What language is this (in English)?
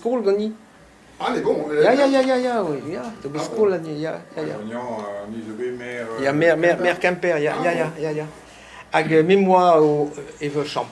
Breton